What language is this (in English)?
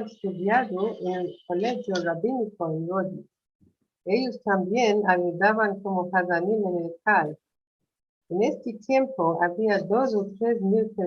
Ladino